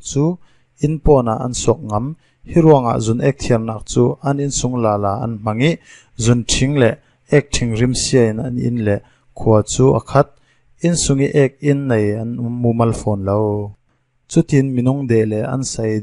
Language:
Falam Chin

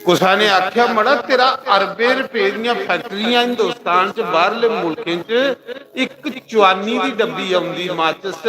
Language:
Dogri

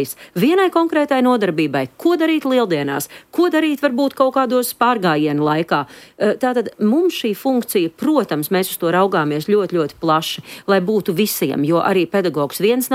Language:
Latvian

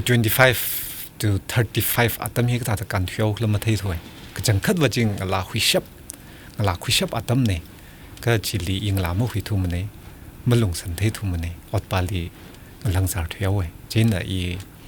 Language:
Tangkhul Naga (India)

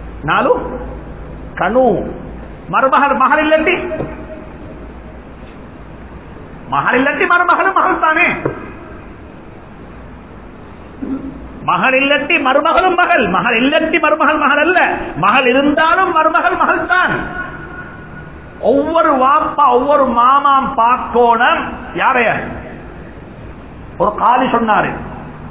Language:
Tamil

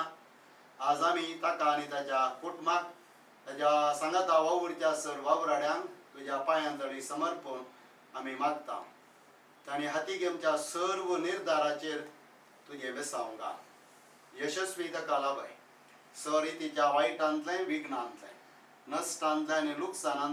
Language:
Konkani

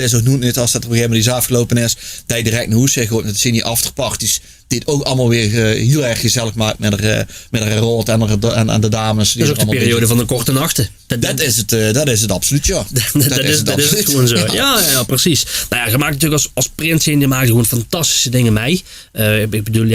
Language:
Limburgish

